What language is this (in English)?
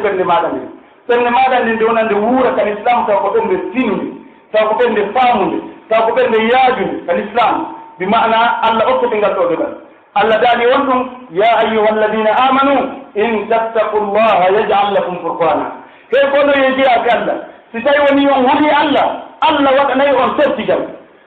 Pular